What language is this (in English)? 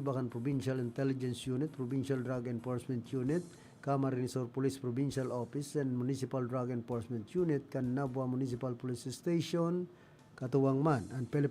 Bikol